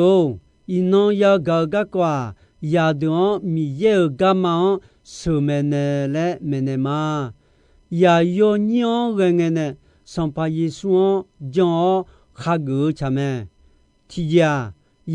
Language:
Akha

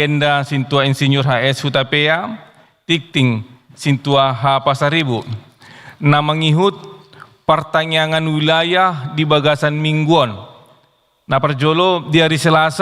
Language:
Batak Toba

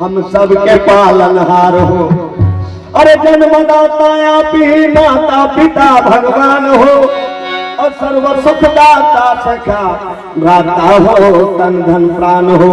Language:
Chhattisgarhi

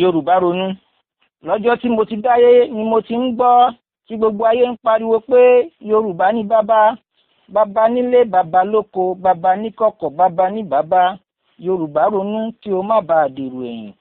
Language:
Yoruba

